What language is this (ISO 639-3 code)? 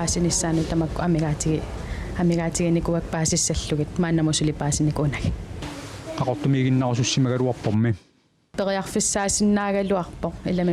kal